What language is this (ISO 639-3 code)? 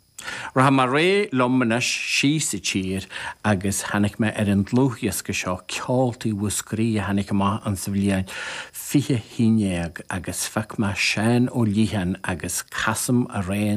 gle